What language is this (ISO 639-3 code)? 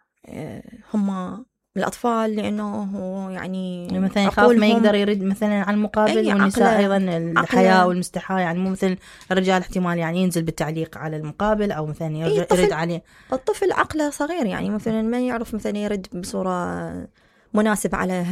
acm